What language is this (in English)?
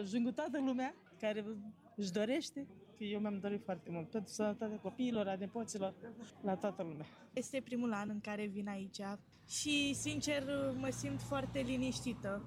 Romanian